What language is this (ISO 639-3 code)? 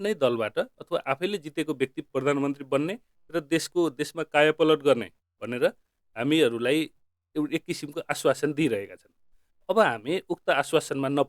nep